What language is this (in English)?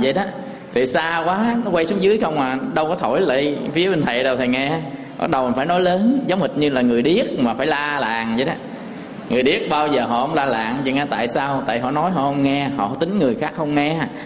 Vietnamese